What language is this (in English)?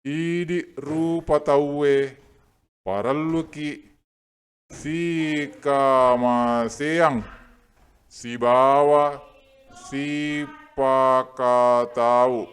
Buginese